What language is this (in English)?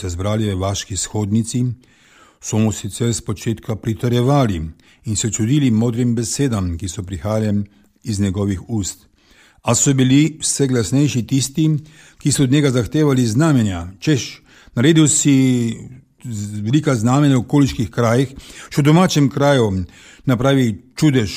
Slovenian